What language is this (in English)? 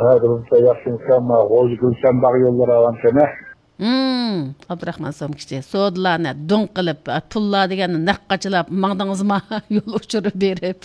Uyghur